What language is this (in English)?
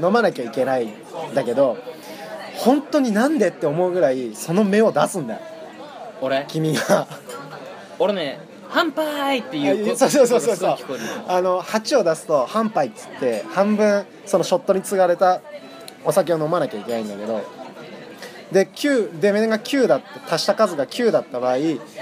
Japanese